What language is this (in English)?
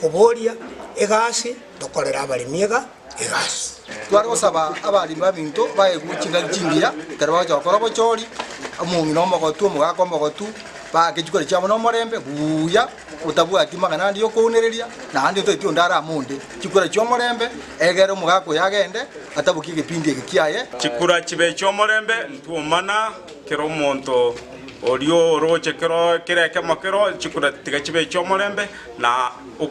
Gusii